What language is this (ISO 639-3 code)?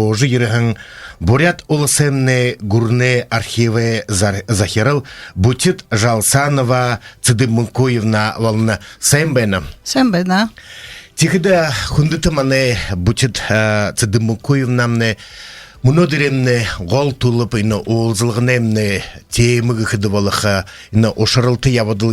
bua